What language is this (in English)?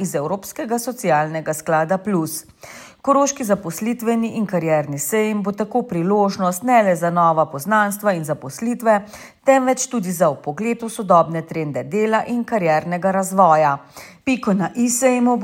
Slovenian